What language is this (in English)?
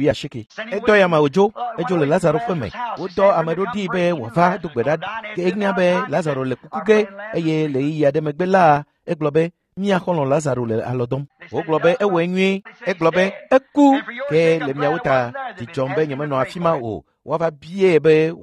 Ewe